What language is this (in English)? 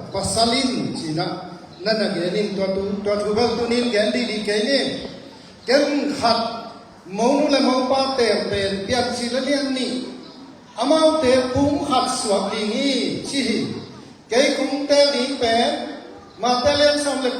Tedim Chin